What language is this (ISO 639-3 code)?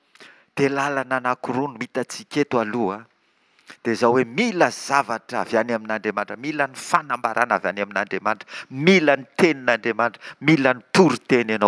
mlg